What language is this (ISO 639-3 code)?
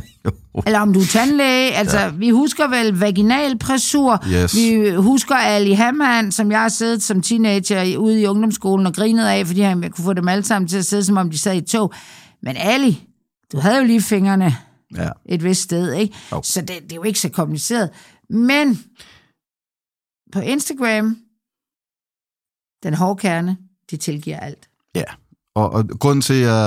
dan